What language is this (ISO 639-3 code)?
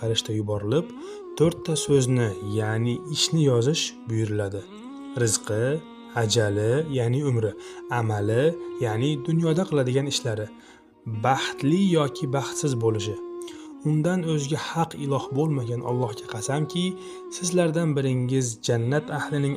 uzb